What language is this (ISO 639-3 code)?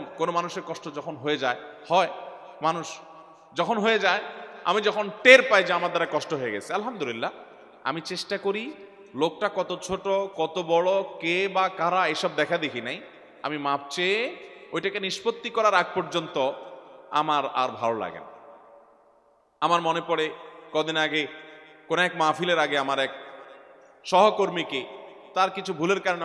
ben